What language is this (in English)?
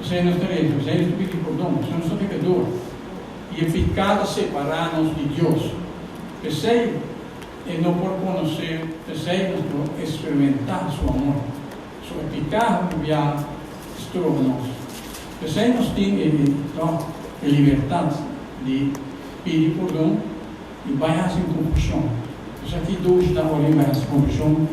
Papiamento